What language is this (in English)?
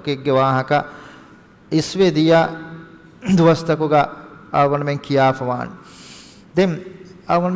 Divehi